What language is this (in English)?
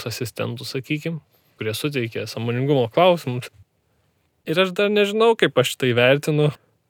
Lithuanian